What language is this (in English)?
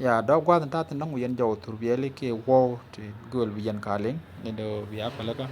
Nuer